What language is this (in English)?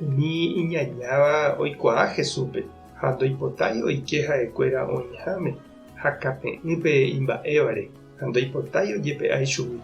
Guarani